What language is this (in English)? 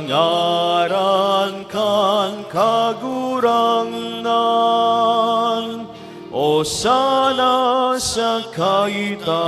Bikol